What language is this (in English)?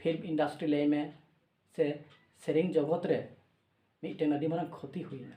Santali